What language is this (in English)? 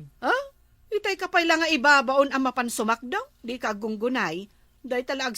Iloko